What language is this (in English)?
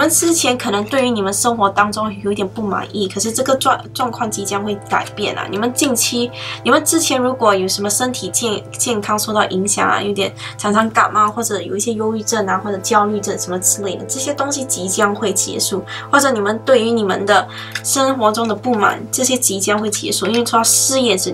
Chinese